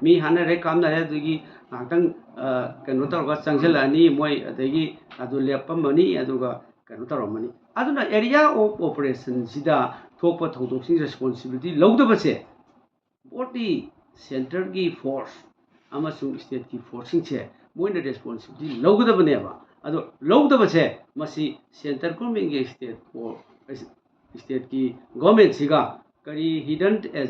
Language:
Manipuri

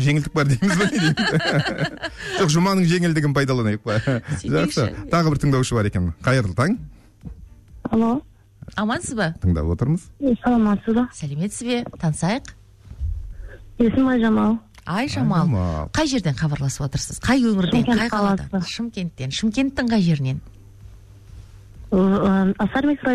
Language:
Kazakh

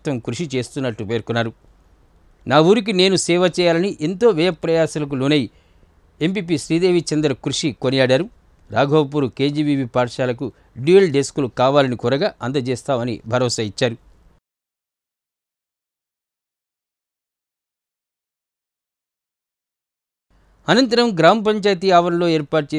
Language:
Telugu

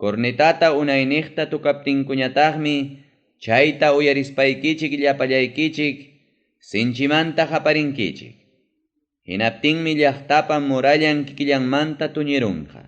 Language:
Ayacucho Quechua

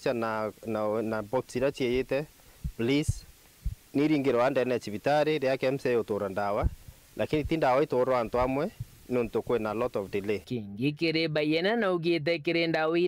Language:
Meru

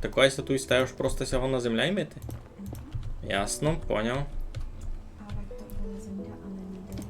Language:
Rusyn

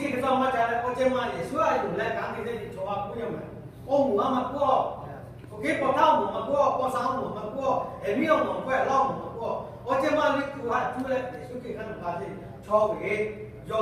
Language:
Lahu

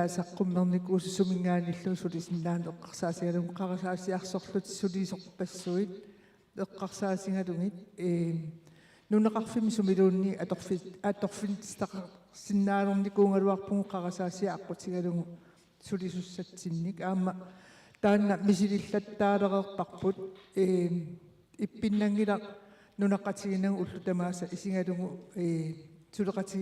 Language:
Kalaallisut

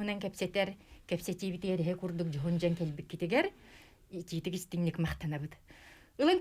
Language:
Yakut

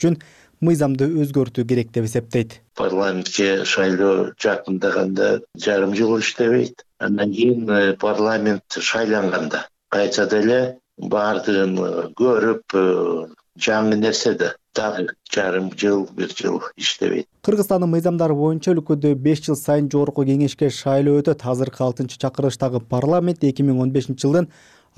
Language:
Kyrgyz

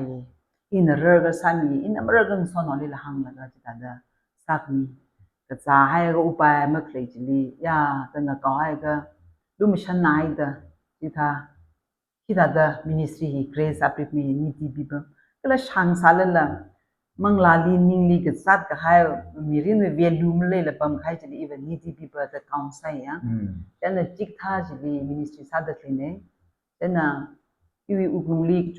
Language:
Tangkhul Naga (India)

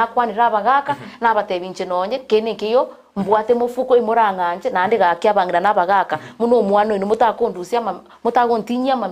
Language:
Gusii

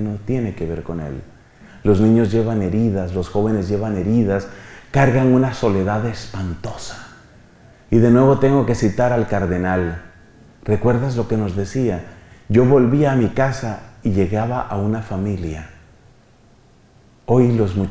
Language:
Spanish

